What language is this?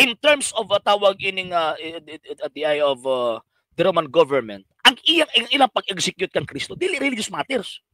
Cebuano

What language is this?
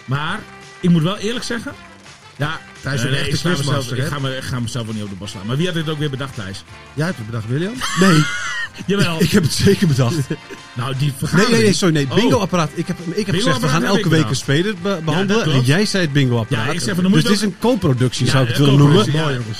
Dutch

